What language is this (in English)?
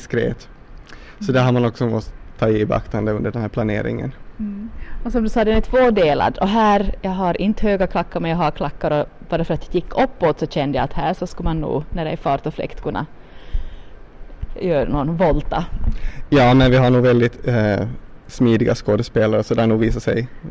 Swedish